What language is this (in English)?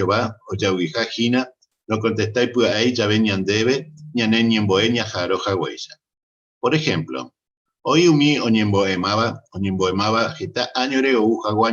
Guarani